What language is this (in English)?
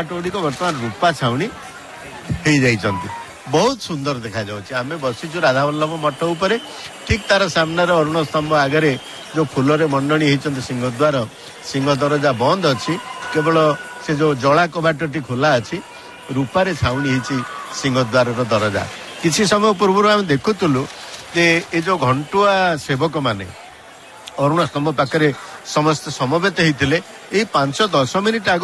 Odia